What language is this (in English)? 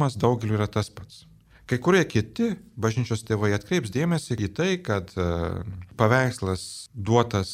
Lithuanian